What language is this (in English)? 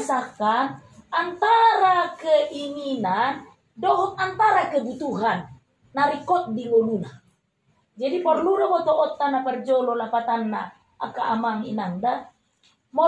Batak Toba